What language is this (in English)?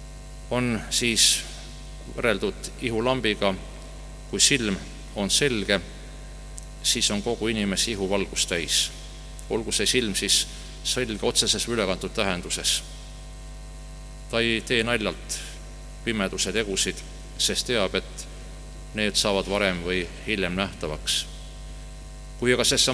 Estonian